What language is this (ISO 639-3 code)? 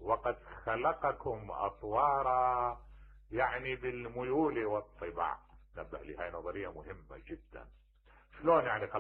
acm